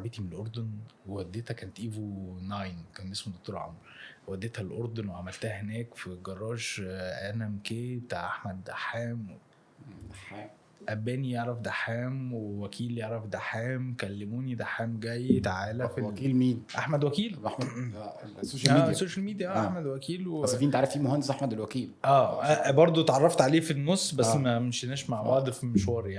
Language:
Egyptian Arabic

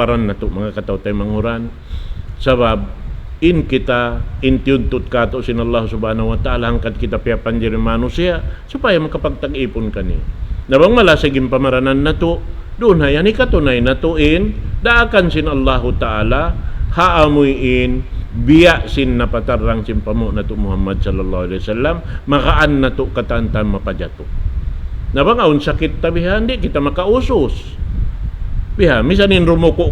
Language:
Tausug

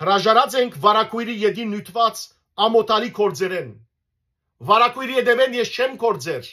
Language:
Western Armenian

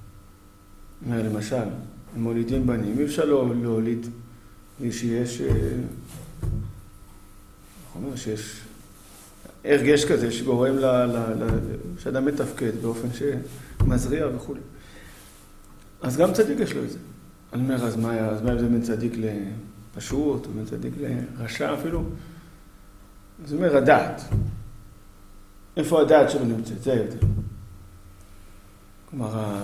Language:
Hebrew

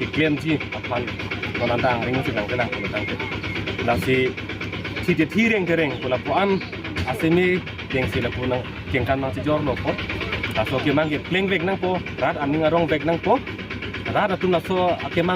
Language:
Karbi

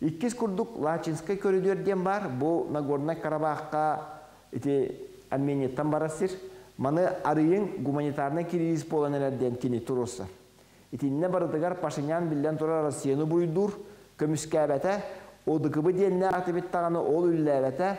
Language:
Yakut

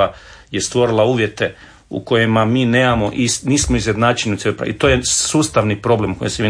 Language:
Croatian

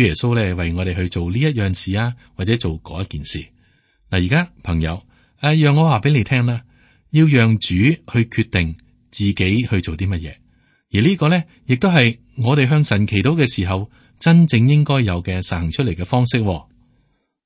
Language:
Cantonese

